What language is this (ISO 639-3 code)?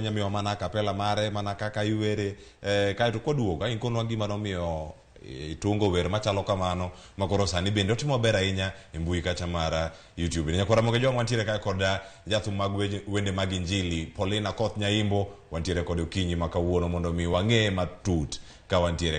luo